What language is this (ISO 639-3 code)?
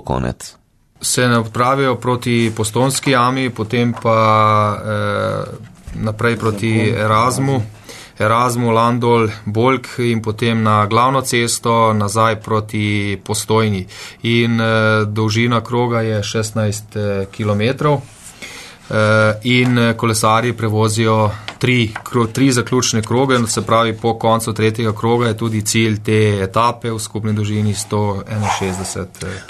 slv